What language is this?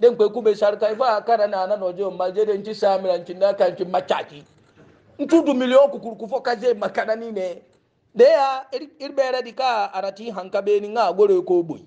Hausa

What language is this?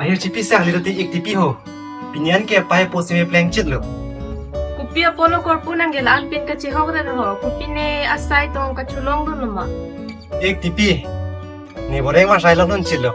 Karbi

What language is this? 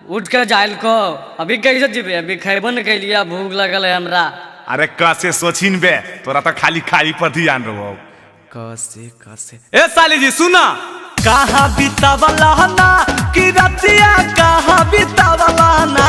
Magahi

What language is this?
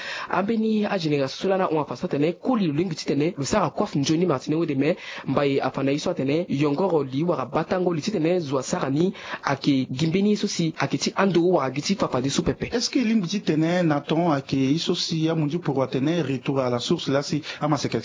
Sango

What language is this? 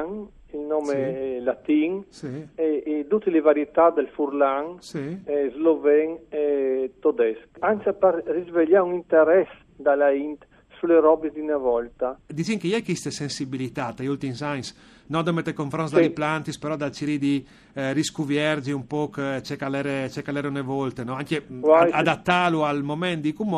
Friulian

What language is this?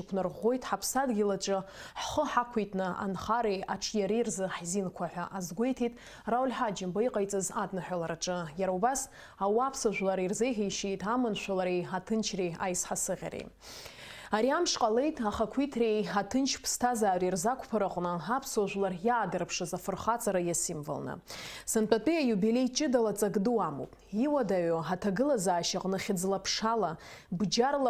Abkhazian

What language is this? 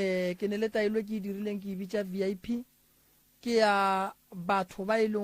Northern Sotho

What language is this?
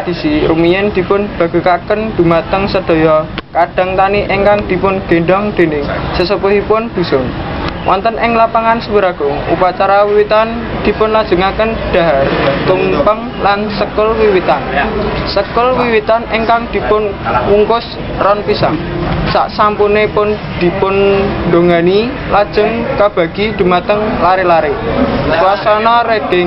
Javanese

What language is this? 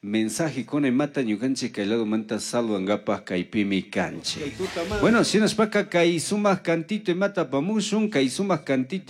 Chimborazo Highland Quichua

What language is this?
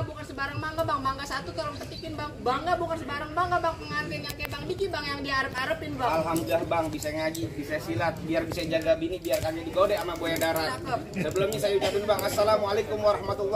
Betawi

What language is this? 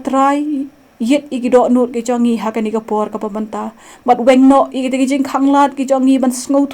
Khasi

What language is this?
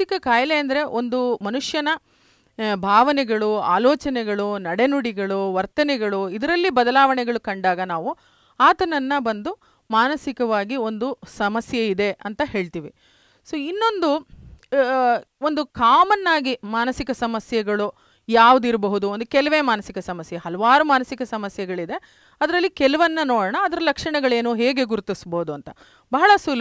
Kannada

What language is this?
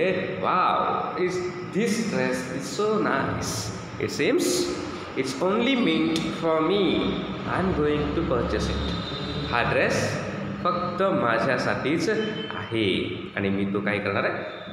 Marathi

